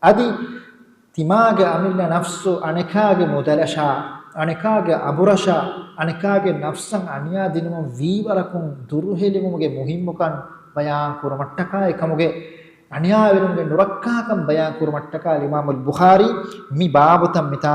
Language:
Divehi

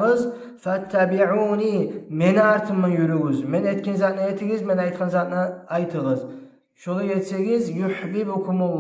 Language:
Kumyk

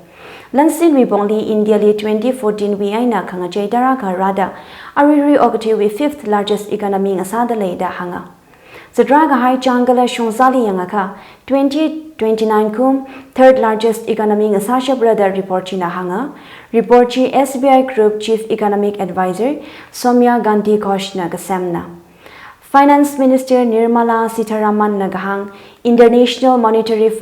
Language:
Tangkhul Naga (India)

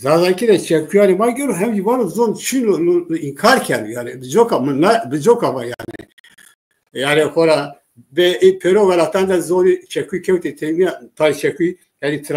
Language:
Zaza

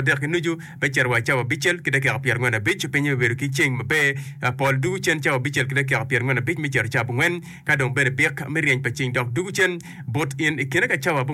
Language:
Acoli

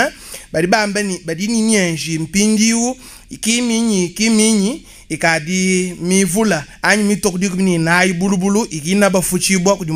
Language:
Luba-Lulua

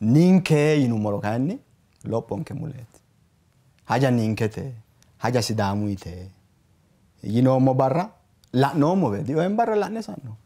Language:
Sidamo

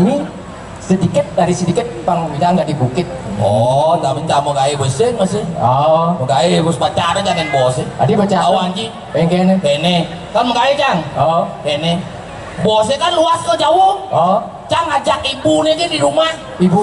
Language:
Balinese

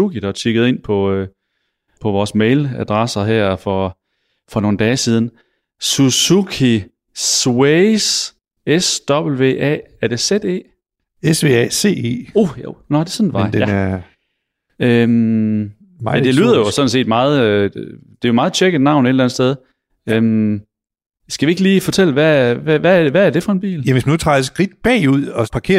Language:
Danish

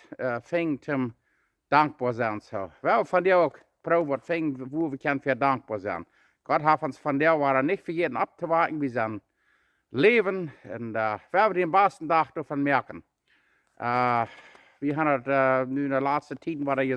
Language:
Plautdietsch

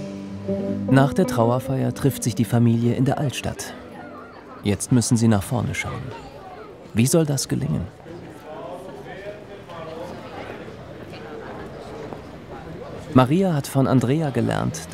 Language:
German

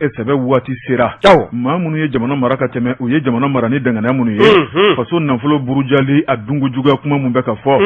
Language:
Bambara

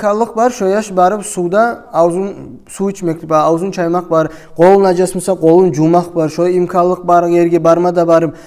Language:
Kumyk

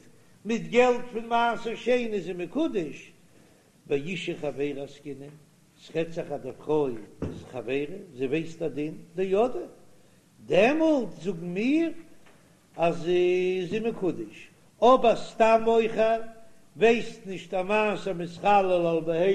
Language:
Yiddish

